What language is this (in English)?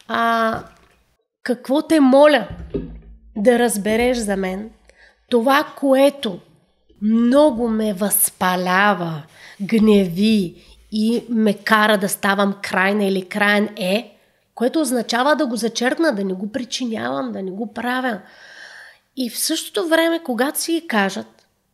Bulgarian